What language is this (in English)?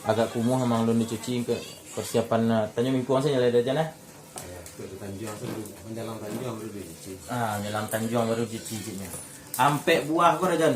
Minangkabau